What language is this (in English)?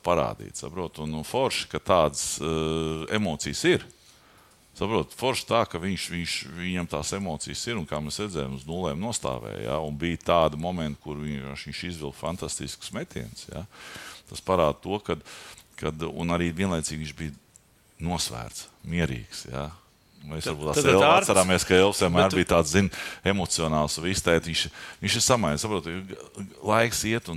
Latvian